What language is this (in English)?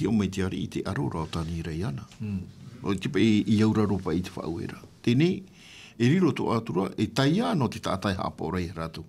Tahitian